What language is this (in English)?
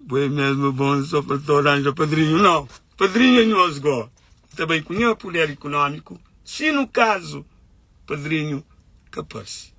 Kabuverdianu